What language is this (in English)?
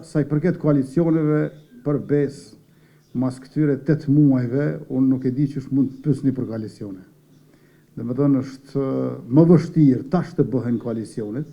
Albanian